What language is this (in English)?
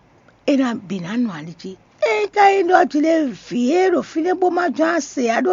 Fon